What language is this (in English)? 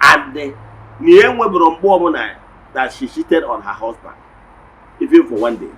Igbo